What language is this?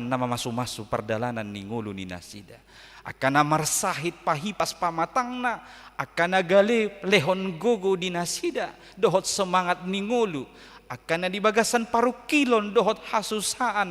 Batak Toba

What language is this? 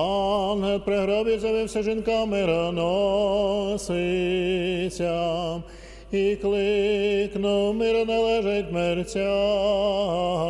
Ukrainian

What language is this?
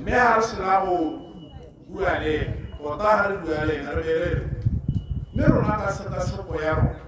Tswana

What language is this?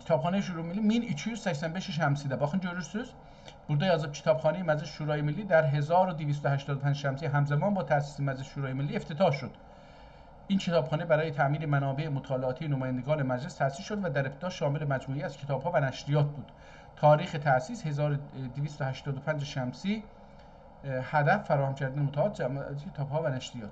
South Azerbaijani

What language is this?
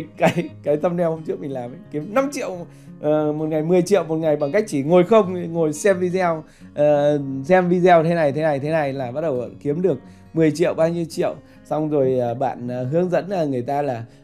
Vietnamese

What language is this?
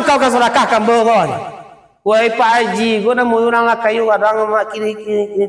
Minangkabau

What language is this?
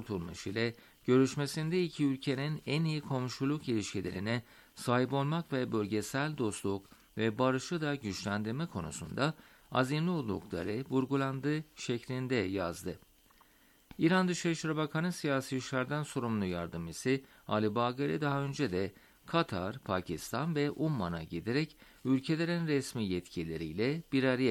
Turkish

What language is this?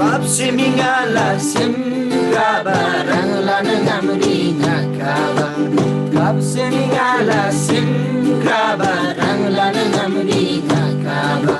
Eastern Tamang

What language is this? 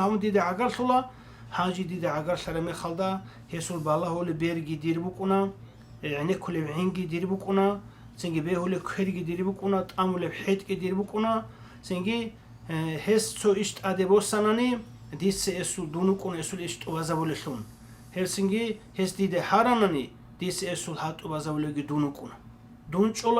Avaric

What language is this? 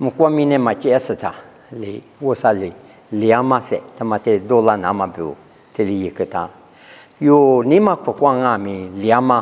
Lisu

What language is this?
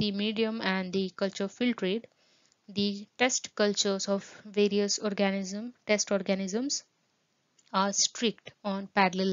English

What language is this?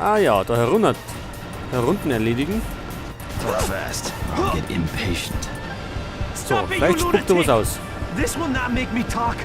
Bavarian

